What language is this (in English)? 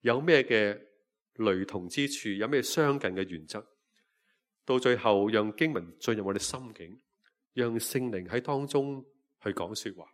Cantonese